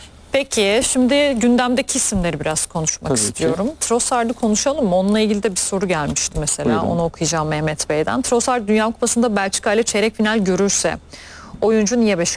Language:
Turkish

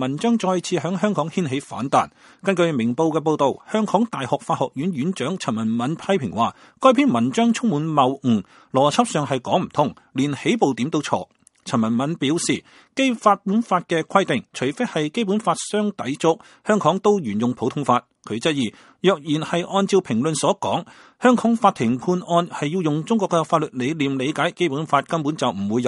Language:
Cantonese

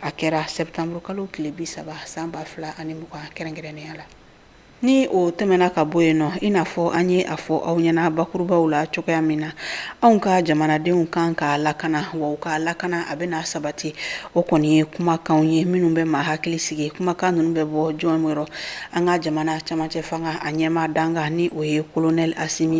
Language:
Bambara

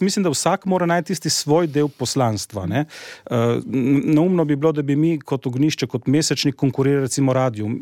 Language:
Slovenian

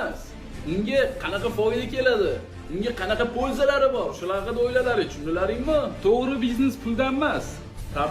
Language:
Uzbek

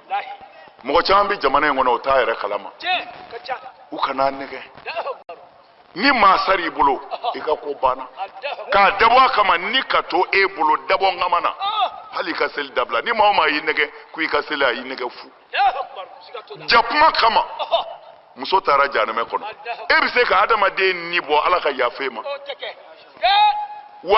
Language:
Bambara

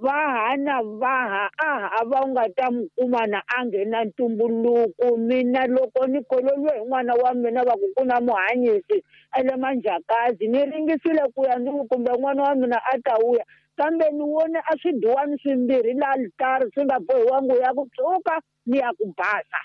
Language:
Tsonga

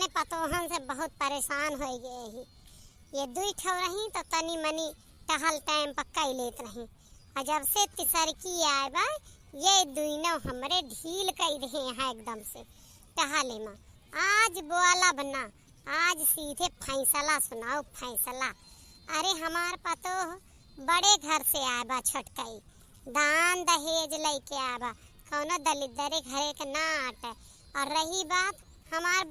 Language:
Awadhi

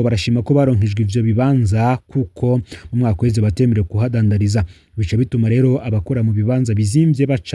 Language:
Rundi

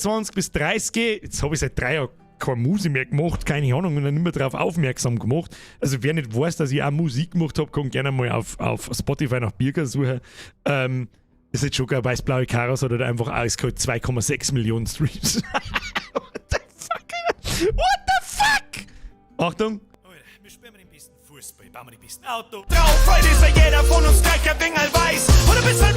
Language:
Bavarian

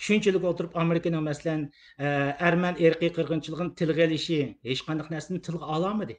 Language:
Uyghur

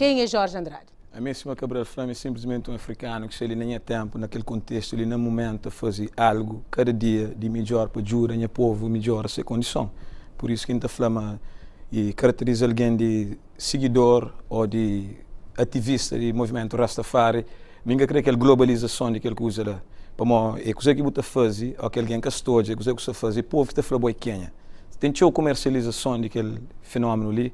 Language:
Kabuverdianu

